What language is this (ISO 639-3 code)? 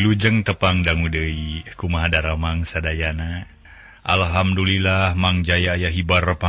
sun